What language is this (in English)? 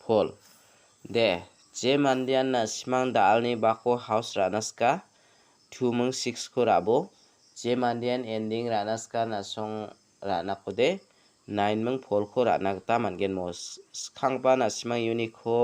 Garo